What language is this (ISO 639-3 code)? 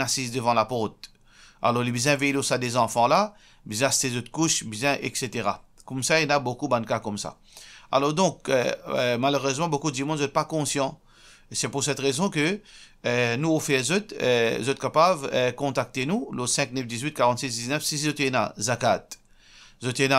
mfe